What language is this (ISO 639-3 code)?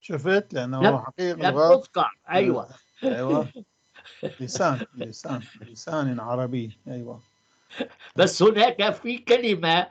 apc